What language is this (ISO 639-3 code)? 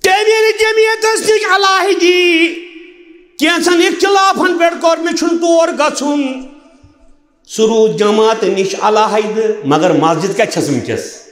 kas